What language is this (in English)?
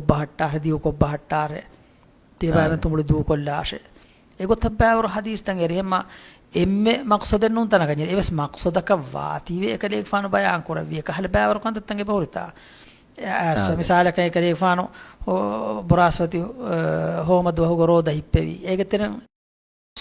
Divehi